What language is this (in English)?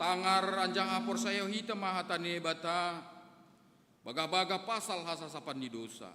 Batak Simalungun